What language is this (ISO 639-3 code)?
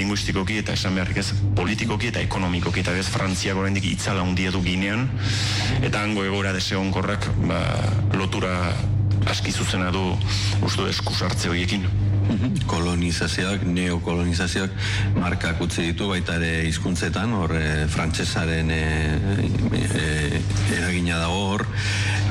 eus